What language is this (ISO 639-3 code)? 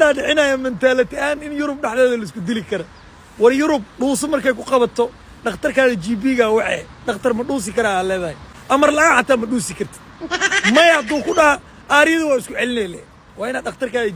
som